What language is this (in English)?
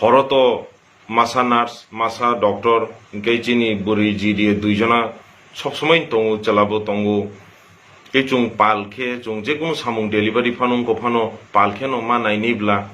Kok Borok